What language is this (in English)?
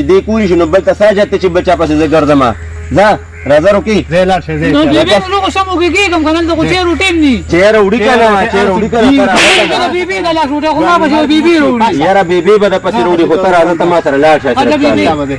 Pashto